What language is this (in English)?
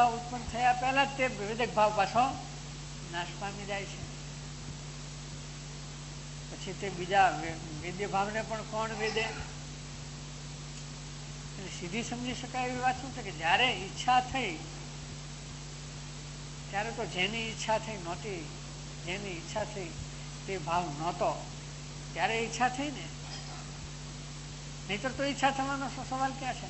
Gujarati